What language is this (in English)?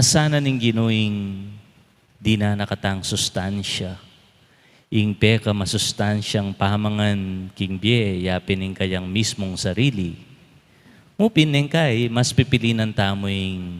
Pampanga